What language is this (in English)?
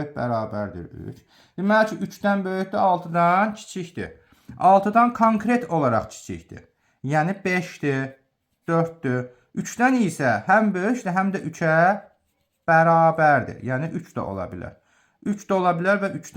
Azerbaijani